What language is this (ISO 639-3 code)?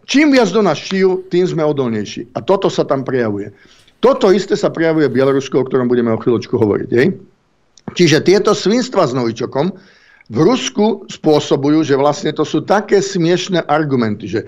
slk